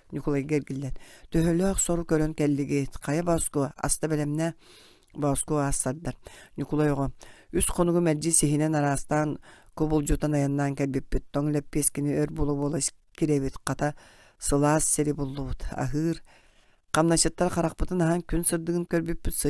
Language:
Yakut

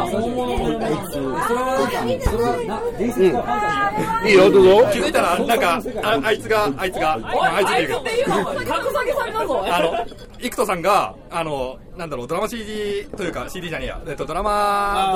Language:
Japanese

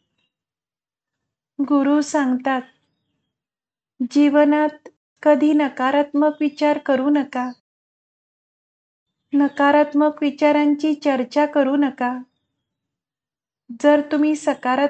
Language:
Marathi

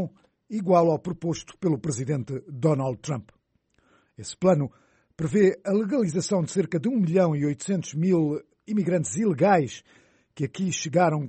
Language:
Portuguese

